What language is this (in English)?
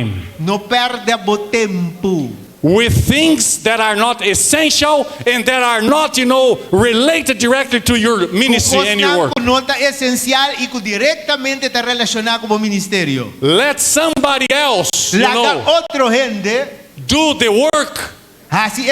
Papiamento